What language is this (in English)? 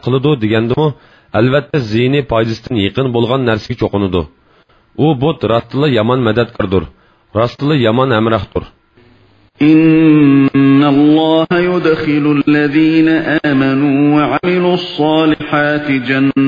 Uyghur